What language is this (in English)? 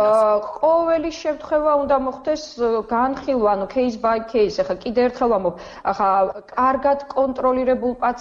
Georgian